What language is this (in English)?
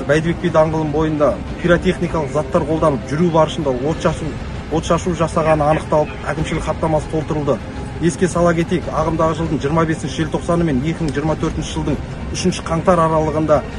Kazakh